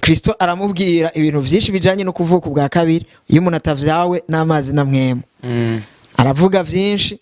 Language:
Rundi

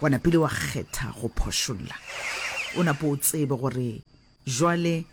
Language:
Northern Sotho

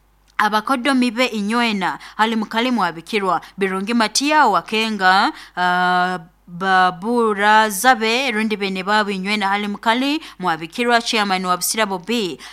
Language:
Nyoro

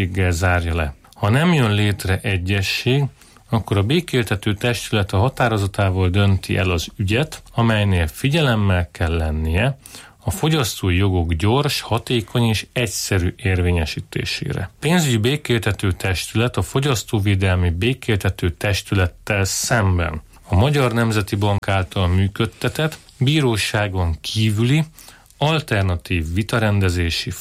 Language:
Hungarian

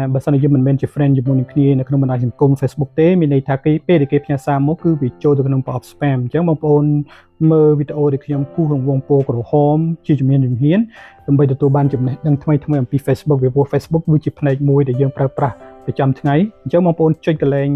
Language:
Khmer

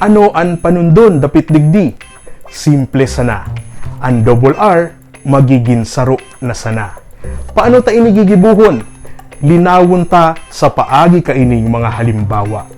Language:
Bikol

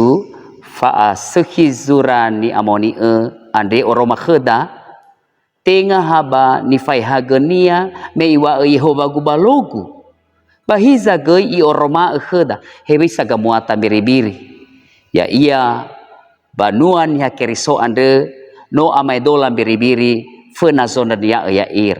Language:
Nias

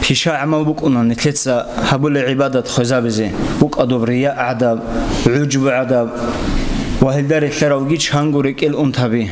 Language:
Avaric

